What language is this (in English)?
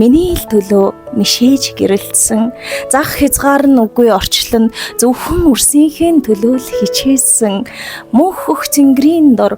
Mongolian